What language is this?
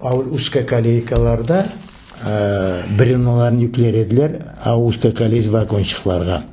Crimean Tatar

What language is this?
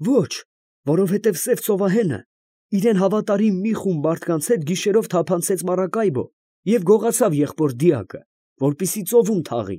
Armenian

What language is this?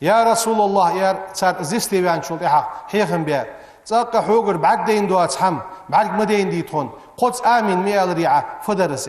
Ingush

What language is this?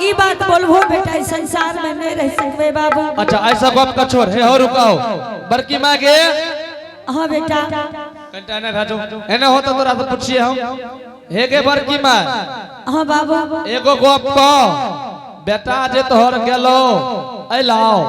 Angika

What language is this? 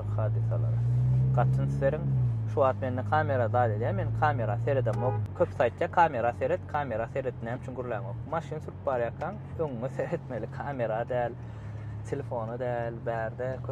Turkmen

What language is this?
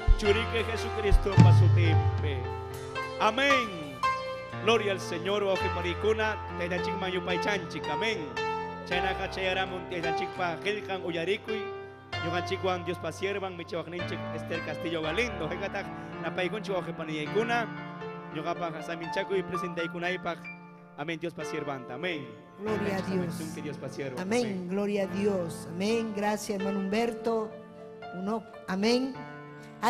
Ayacucho Quechua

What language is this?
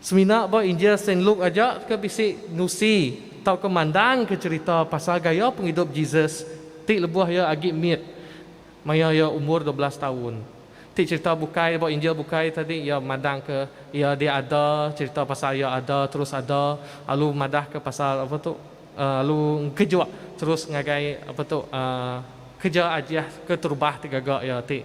Iban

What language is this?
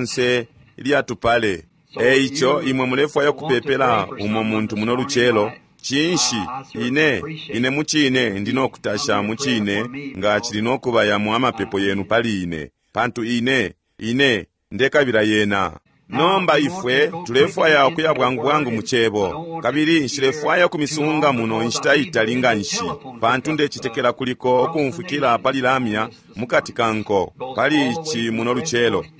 Bemba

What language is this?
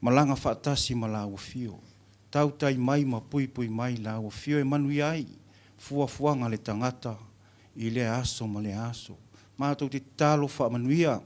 Samoan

